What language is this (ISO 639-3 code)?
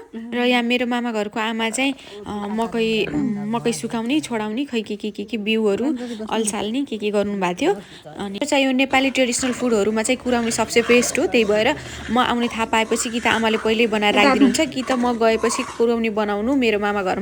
nep